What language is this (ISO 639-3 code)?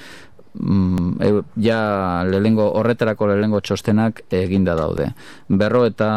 eus